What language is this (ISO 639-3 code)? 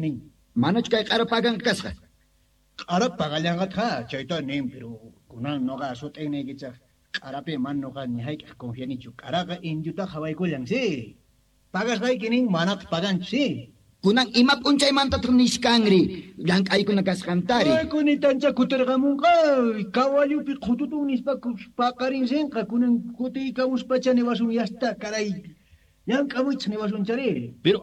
que